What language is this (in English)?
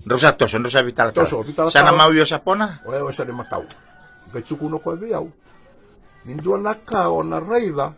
Fijian